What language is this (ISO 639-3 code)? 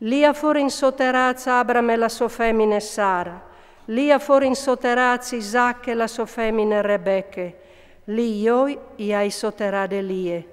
fur